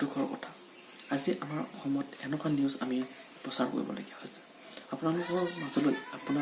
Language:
Assamese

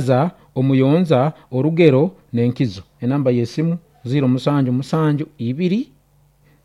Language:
Nyoro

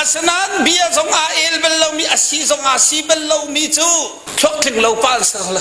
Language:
Hakha Chin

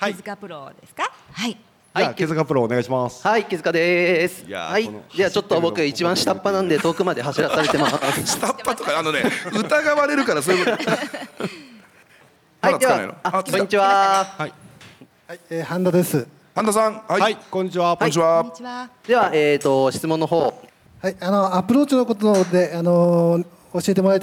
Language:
Japanese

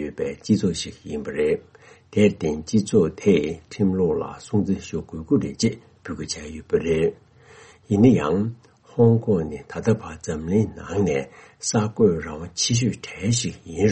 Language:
Tibetan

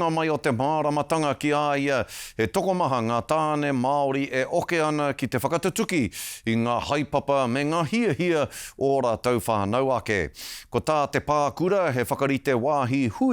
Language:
Māori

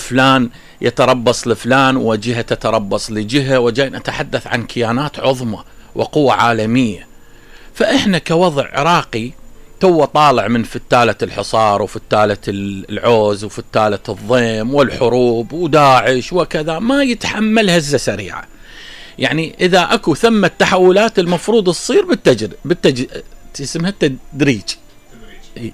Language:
Mesopotamian Arabic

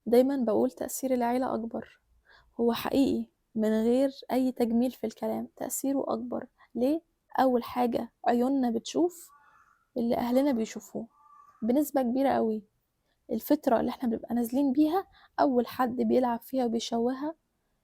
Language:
Egyptian Arabic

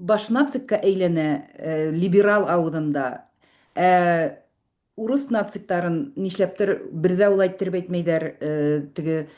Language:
Bashkir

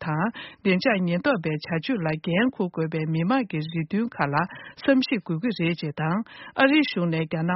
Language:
Tibetan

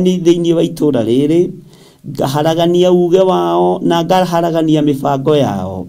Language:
Kikuyu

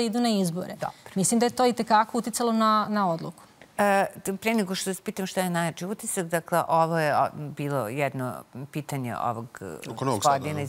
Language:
Serbian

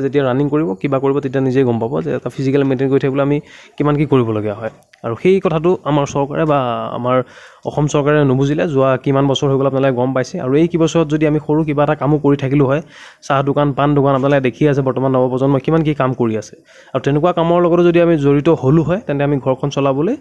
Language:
Assamese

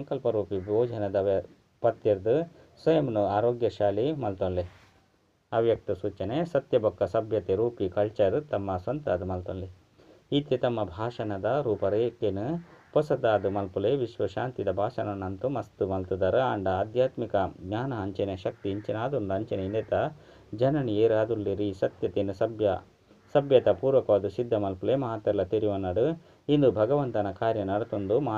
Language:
Tulu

